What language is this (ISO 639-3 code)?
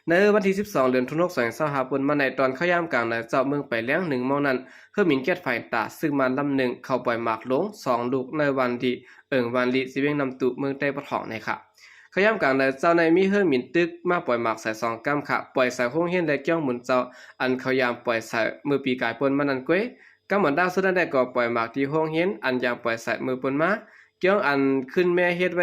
shn